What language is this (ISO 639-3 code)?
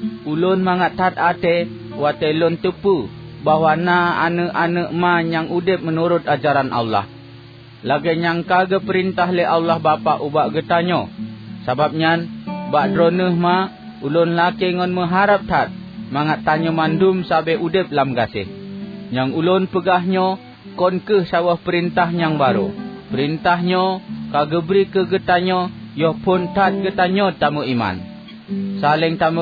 ace